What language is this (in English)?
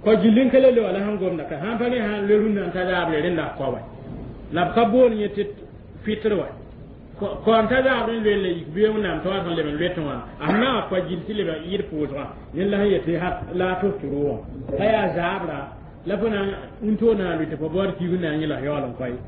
Mossi